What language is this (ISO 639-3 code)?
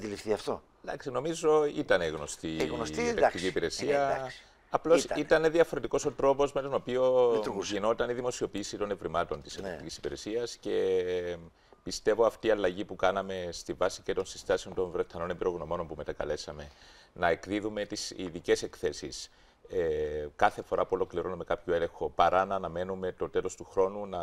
ell